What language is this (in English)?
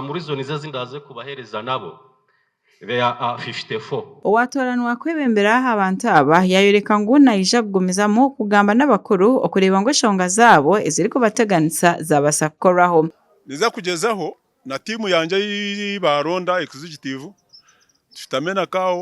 Nyankole